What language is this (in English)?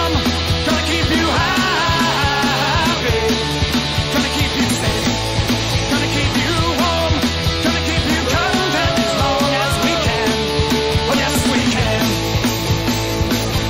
English